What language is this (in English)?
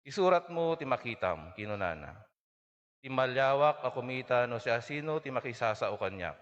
Iloko